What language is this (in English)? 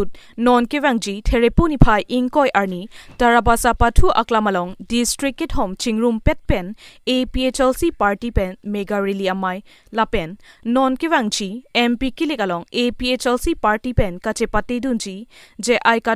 Karbi